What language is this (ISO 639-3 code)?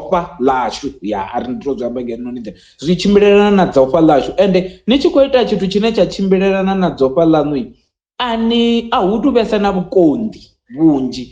ven